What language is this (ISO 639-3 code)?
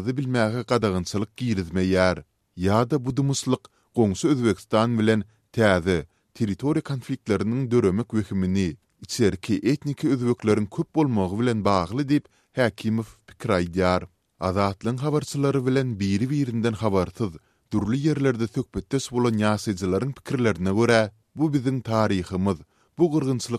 tuk